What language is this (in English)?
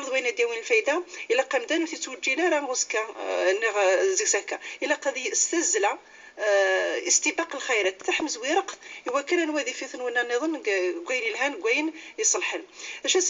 Kabyle